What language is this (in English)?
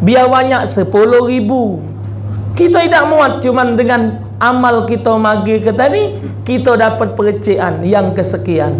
Musi